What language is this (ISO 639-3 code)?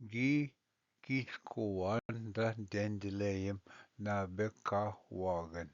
oji